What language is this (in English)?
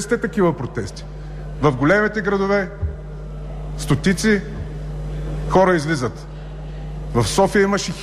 Bulgarian